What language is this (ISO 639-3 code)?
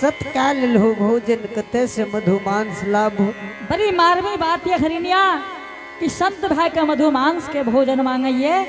anp